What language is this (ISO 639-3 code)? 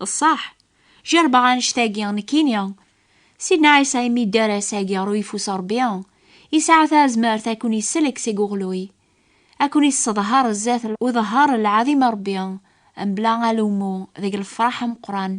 kab